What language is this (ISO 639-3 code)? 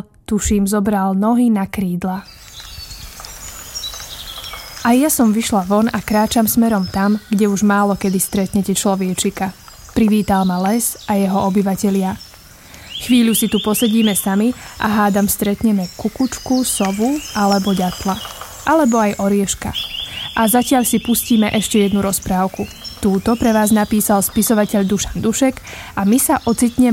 slk